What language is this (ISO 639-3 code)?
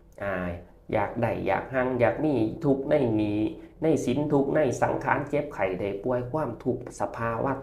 tts